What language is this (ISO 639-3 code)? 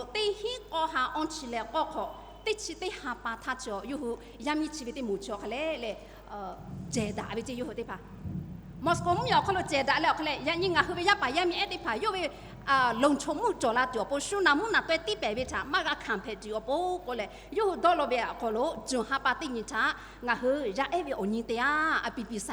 lhu